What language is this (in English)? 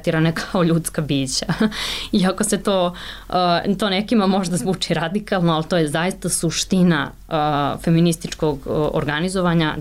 Serbian